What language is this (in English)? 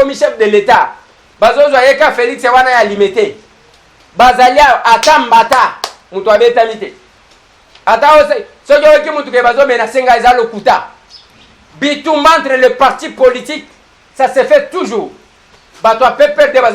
Lingala